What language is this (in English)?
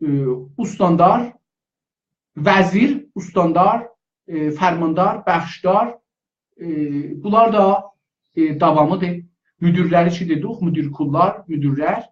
South Azerbaijani